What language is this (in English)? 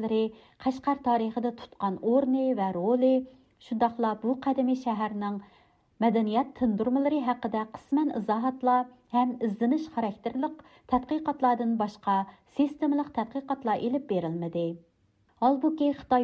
Uyghur